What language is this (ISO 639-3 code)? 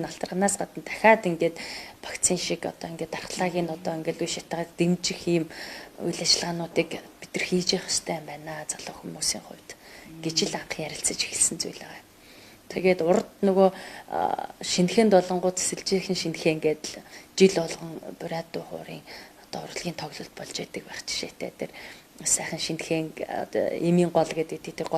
mon